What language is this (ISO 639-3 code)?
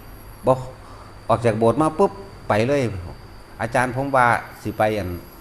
tts